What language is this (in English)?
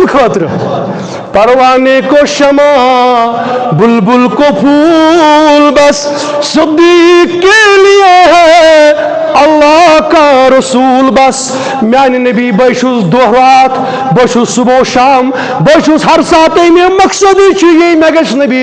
Kashmiri